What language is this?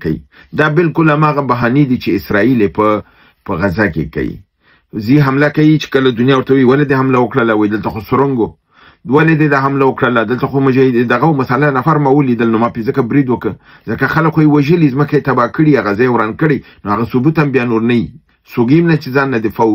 Pashto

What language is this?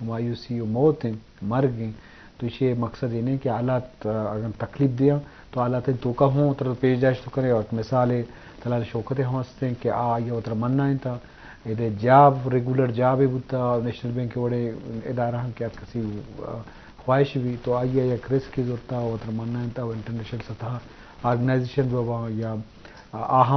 Eastern Balochi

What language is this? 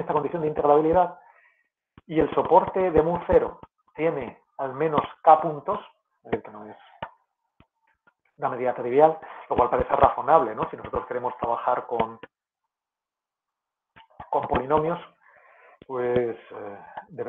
Spanish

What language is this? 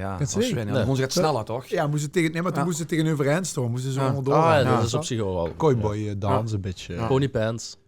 Limburgish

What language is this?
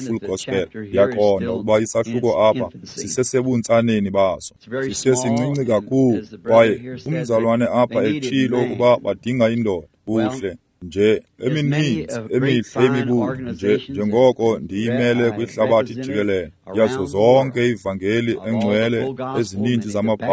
Xhosa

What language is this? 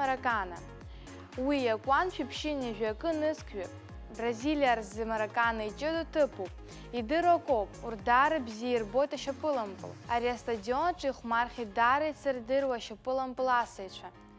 Abkhazian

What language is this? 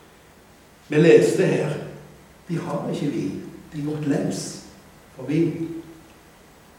Norwegian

